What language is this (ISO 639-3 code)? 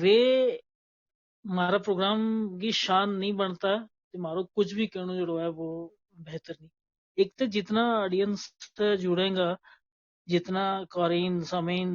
gju